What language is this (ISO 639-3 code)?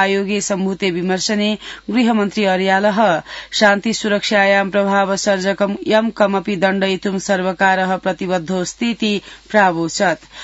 san